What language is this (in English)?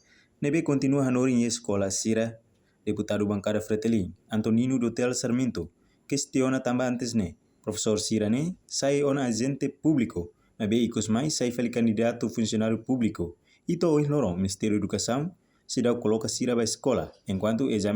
Tetum